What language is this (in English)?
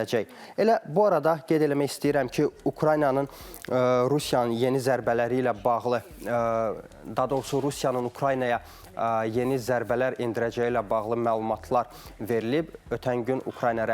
Azerbaijani